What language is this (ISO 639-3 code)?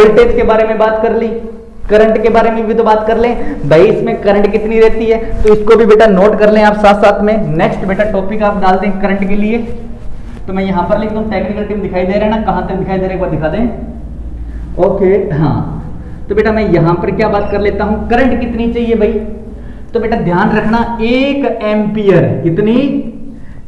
hin